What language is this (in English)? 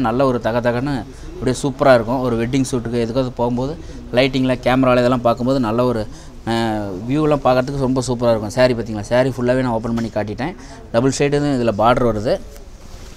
Tamil